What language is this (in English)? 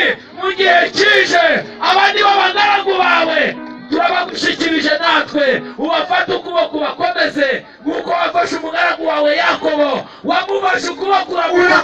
Kinyarwanda